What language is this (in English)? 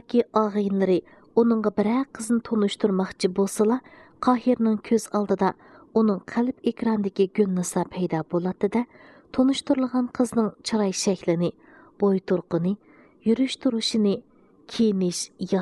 Uyghur